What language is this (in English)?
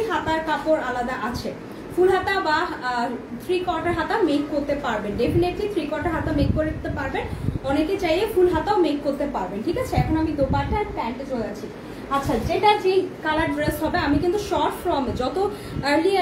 Bangla